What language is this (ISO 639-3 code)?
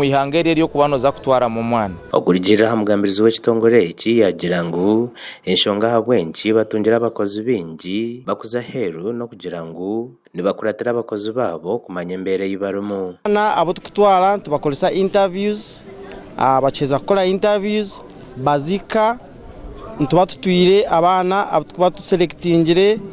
nyn